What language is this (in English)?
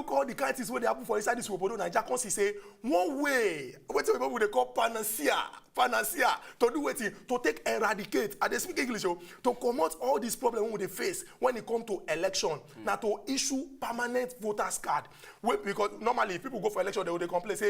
Nigerian Pidgin